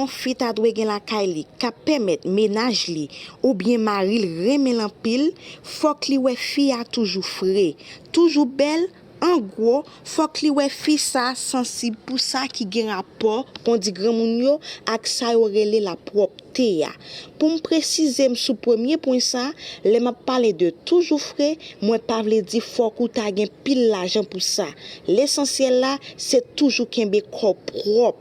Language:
Haitian Creole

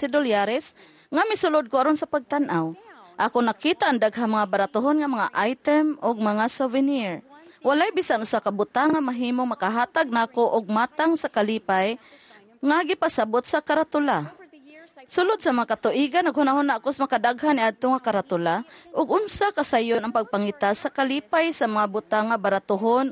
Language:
Cebuano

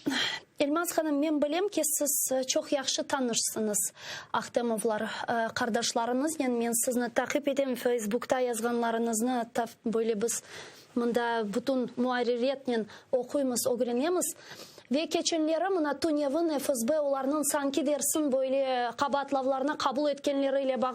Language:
Crimean Tatar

